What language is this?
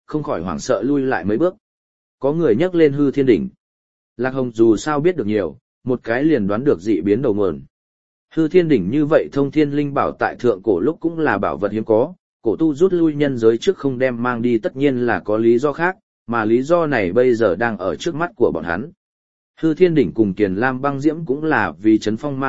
Vietnamese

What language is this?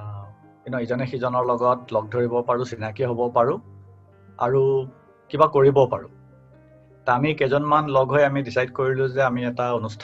Assamese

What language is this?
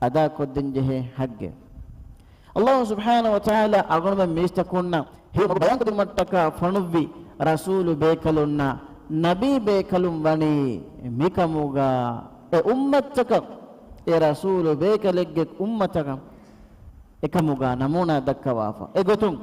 Divehi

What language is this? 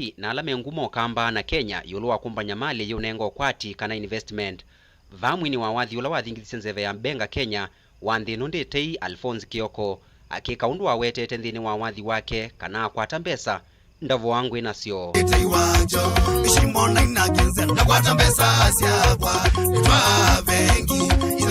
Kamba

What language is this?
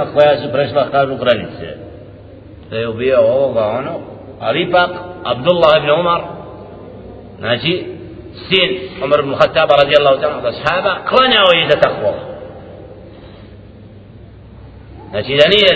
Bosnian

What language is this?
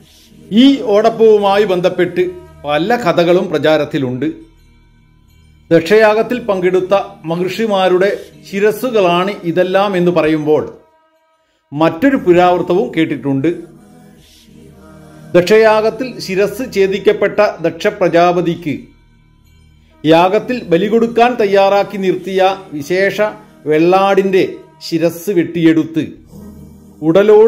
Malayalam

